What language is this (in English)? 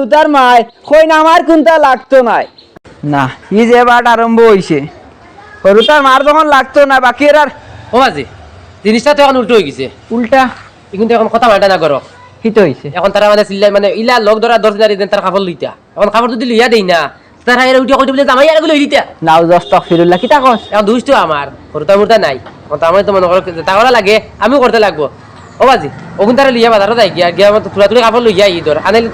Sylheti